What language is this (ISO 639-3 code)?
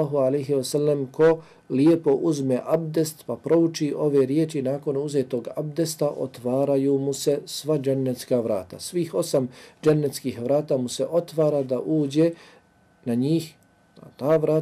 bos